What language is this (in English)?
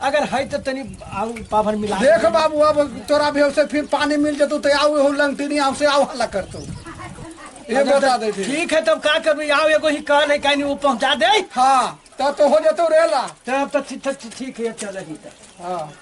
Magahi